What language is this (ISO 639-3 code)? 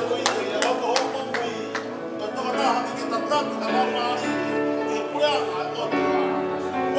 ton